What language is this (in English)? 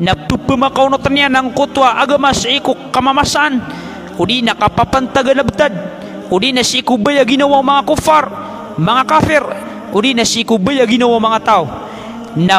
Maranao